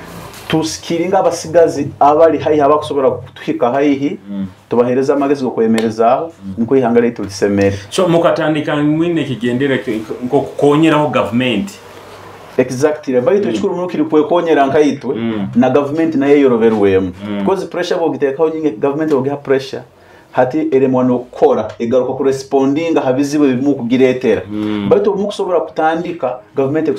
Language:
Nyoro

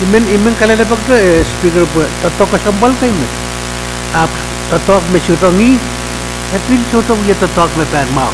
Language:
Pohnpeian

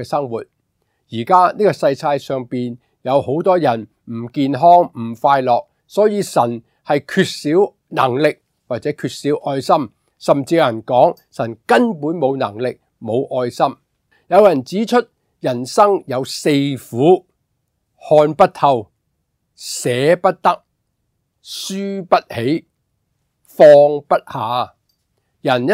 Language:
Cantonese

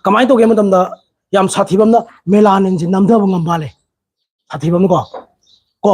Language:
Manipuri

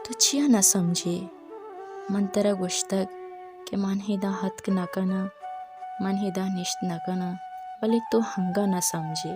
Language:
Baluchi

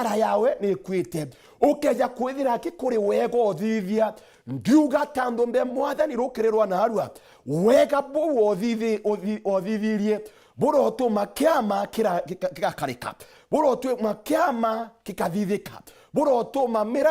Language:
Meru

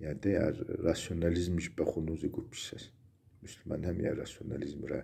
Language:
Kabardian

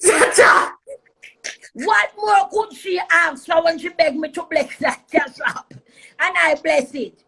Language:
Jamaican Creole English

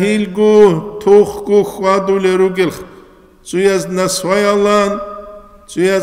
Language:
Avaric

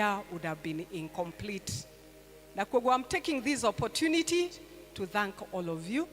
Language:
Kikuyu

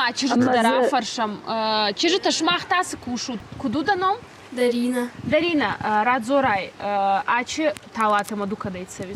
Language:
Ossetic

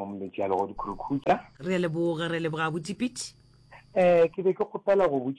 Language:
Northern Sotho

